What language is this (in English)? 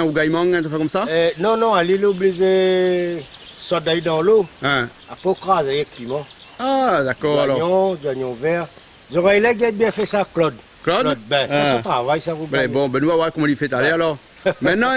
Réunion Creole French